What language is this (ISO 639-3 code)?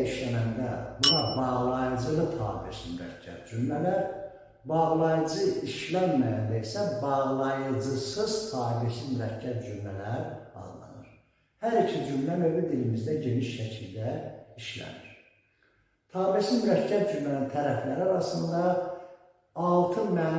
aze